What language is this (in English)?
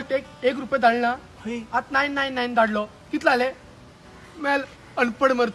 Konkani